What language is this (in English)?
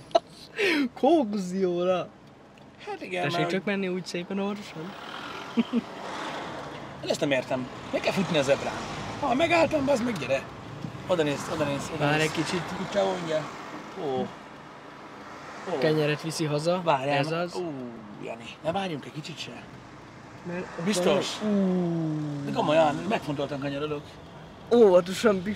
Hungarian